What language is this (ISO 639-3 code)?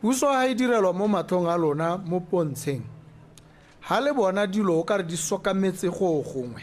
tsn